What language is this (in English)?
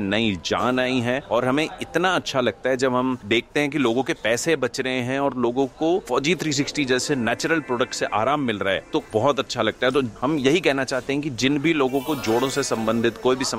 Hindi